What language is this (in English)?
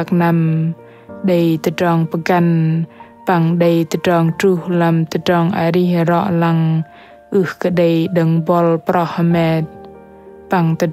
Bahnar